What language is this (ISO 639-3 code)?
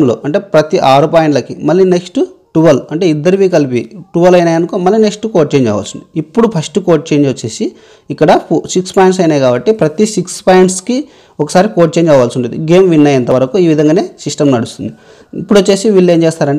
tel